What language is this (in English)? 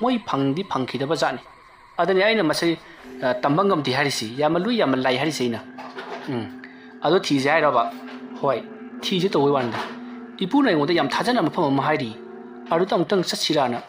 Manipuri